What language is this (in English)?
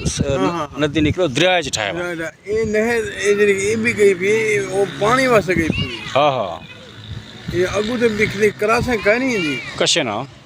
Saraiki